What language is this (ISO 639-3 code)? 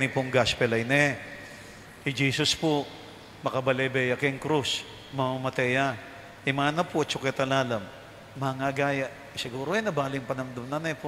pam